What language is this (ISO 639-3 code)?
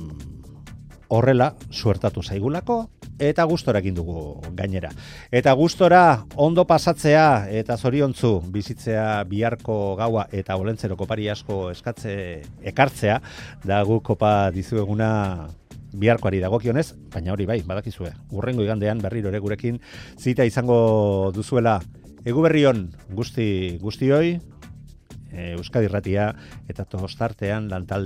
eus